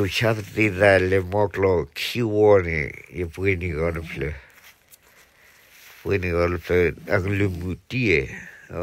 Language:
S'gaw Karen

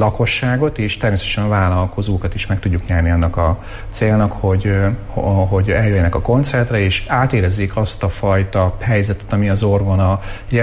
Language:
Hungarian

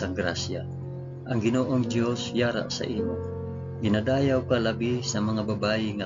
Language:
Hiligaynon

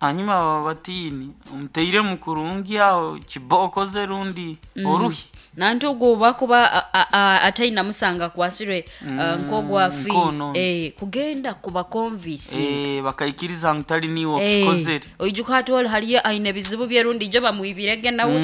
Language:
Nyankole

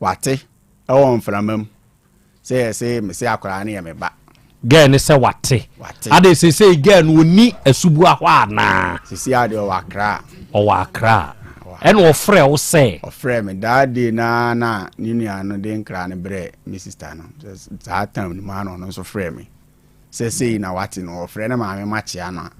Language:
Akan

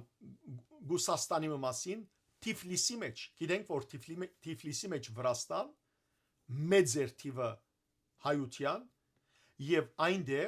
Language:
Western Armenian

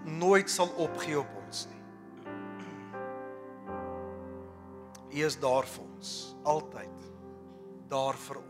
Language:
Afrikaans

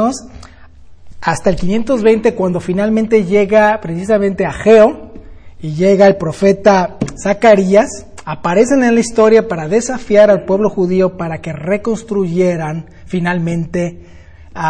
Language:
Spanish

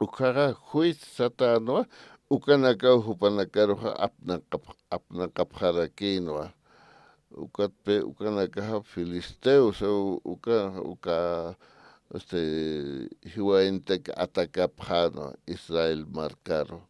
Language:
Aymara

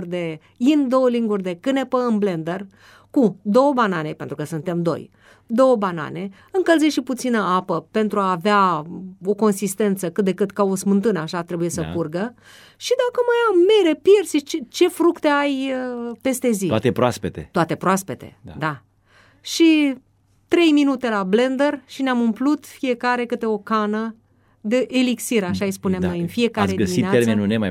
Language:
Romanian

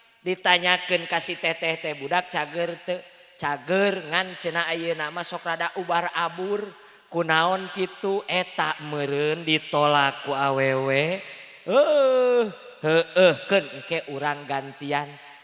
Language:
Sundanese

